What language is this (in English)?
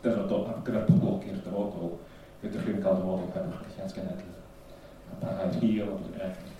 Welsh